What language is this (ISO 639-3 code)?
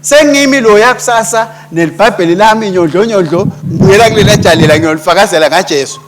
ssw